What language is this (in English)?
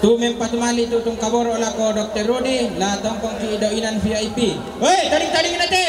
Toraja-Sa'dan